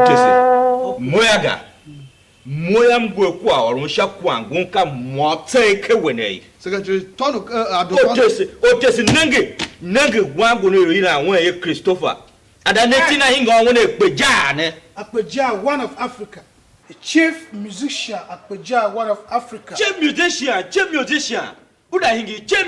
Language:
Tiv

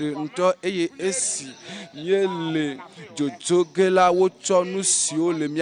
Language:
Ewe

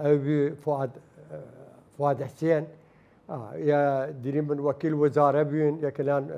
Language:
Southern Kurdish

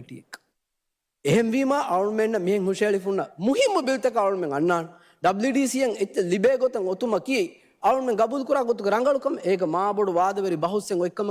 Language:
Divehi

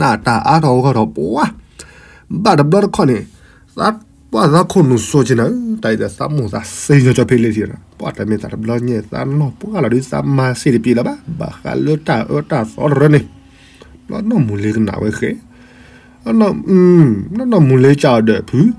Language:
S'gaw Karen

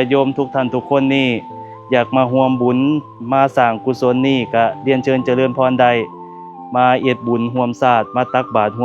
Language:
Northeastern Thai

